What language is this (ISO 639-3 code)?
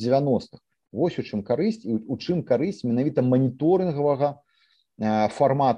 bel